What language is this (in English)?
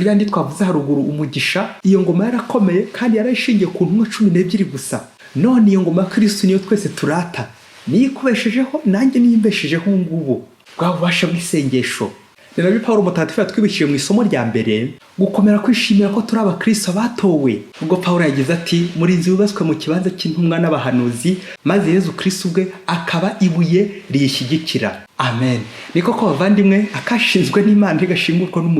Kinyarwanda